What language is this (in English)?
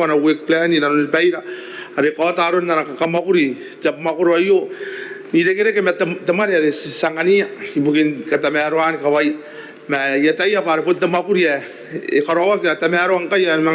Gilbertese